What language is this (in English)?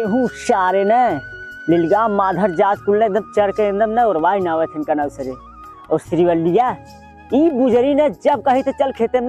Awadhi